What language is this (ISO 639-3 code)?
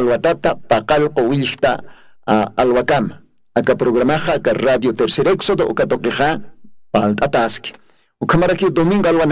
aym